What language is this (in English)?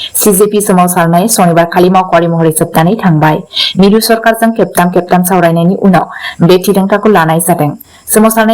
Bodo